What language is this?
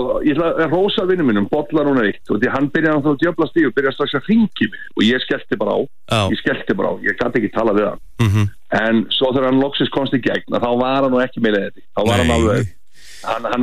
Icelandic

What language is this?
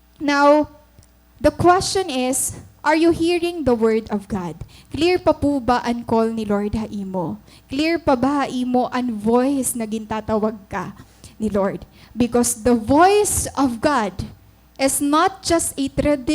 Waray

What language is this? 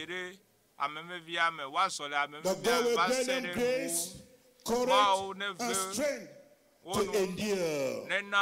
Ewe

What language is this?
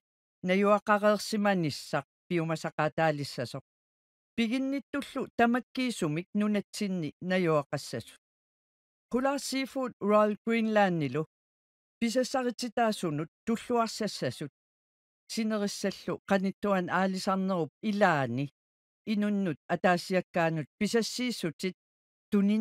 Kalaallisut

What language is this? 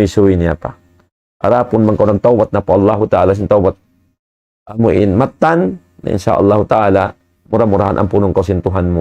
Tausug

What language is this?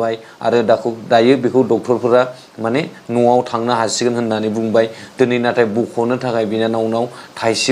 Bodo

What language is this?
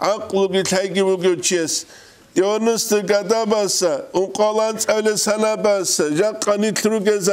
Avaric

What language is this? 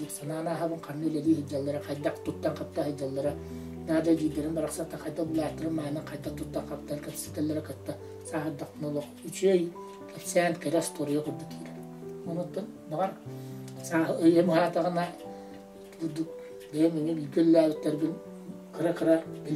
Yakut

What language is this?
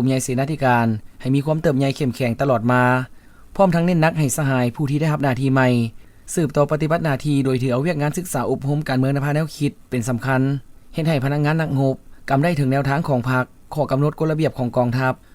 Lao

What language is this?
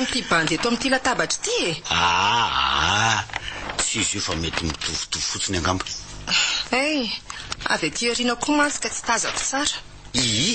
Malagasy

